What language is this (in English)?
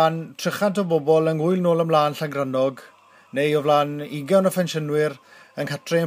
Welsh